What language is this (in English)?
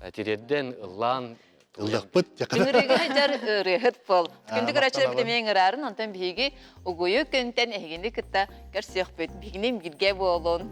Yakut